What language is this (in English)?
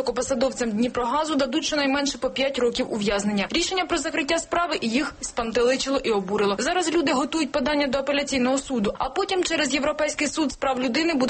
Ukrainian